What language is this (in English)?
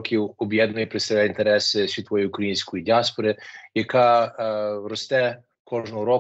Ukrainian